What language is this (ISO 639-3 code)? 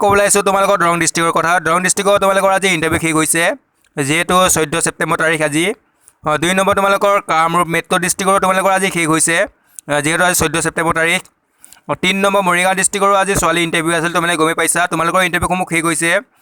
asm